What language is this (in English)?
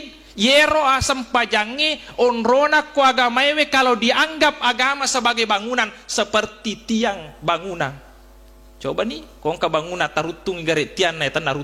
Buginese